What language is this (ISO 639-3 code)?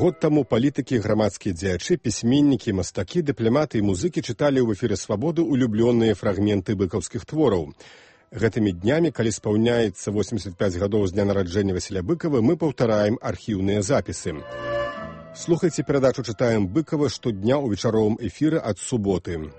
bel